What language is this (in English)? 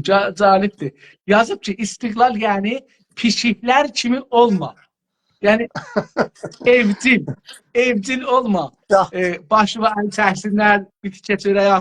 South Azerbaijani